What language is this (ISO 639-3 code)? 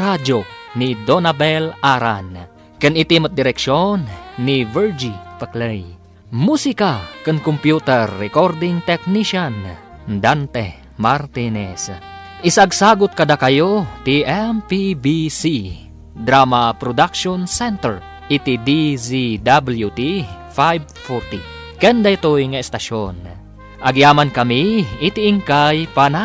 ilo